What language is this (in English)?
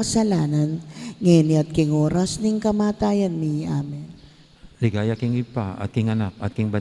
Pampanga